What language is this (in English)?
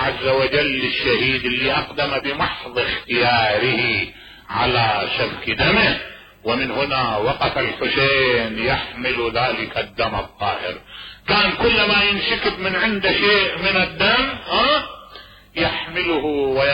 Mesopotamian Arabic